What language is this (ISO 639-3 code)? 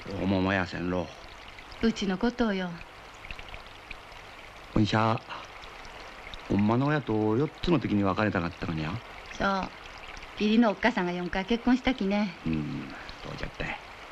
jpn